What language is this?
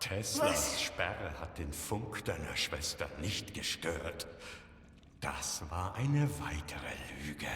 Bavarian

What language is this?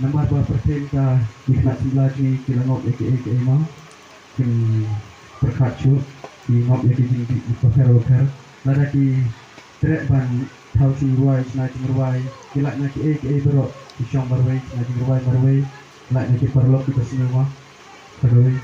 Khasi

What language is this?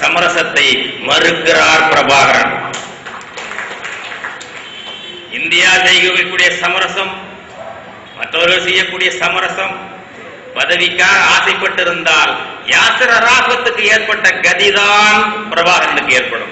Tamil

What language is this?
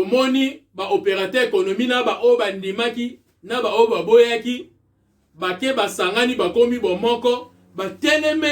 Lingala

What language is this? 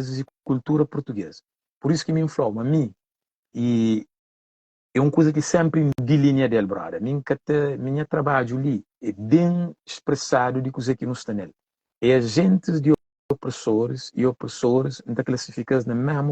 Kabuverdianu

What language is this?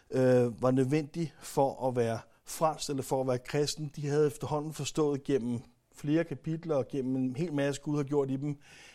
Danish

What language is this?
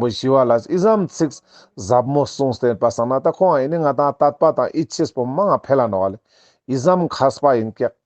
Ladakhi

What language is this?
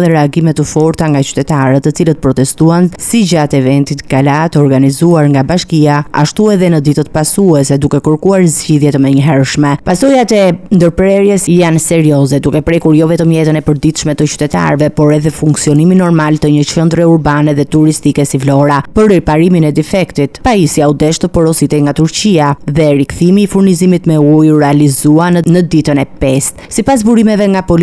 Albanian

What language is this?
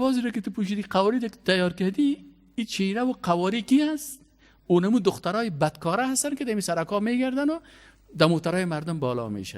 Persian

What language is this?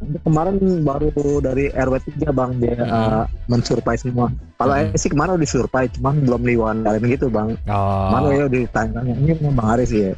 Indonesian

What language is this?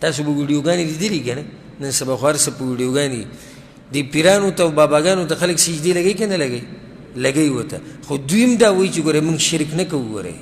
Pashto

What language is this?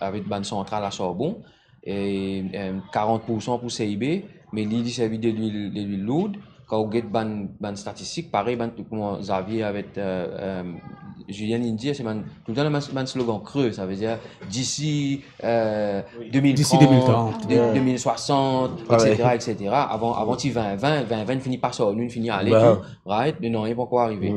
Morisyen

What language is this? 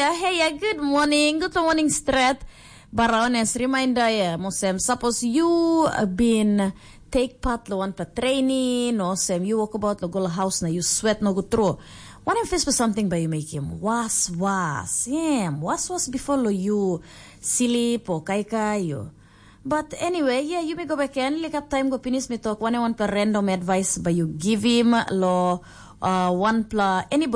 Tok Pisin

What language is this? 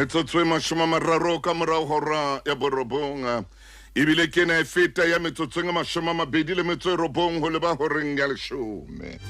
Southern Sotho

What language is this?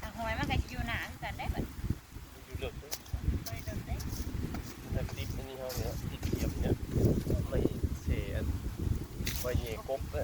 Northeastern Thai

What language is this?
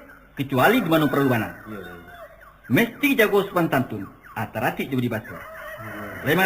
Minangkabau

